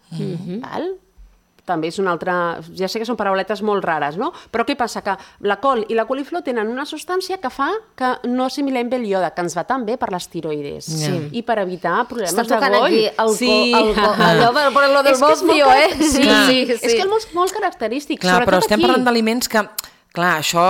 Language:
Catalan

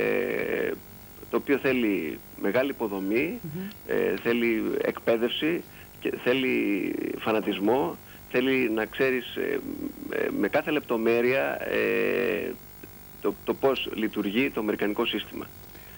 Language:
Greek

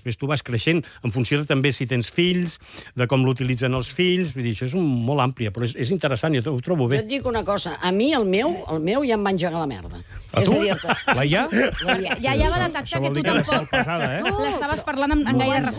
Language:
Catalan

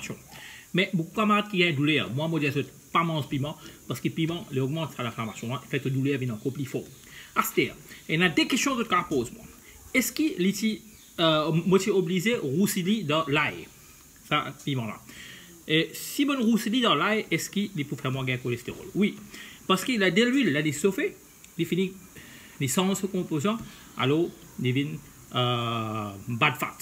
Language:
Morisyen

